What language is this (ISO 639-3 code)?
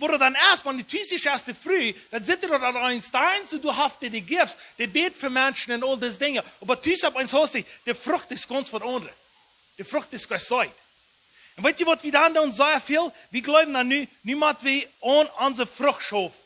pdt